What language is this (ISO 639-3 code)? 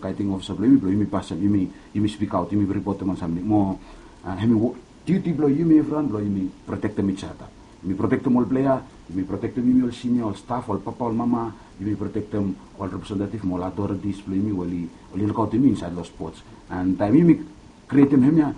bis